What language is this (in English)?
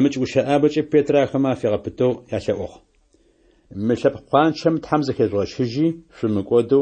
Adyghe